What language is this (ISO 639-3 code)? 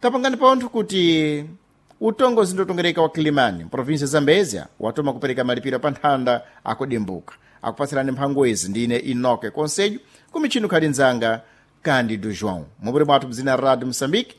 seh